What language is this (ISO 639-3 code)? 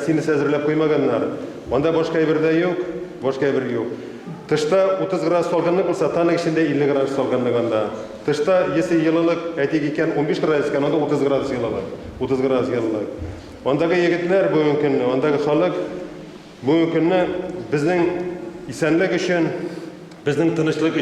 bak